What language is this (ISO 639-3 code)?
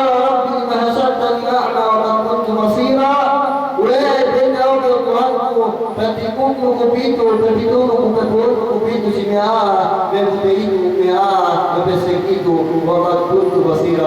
yka